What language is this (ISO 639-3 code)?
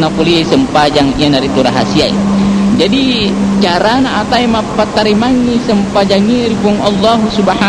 bug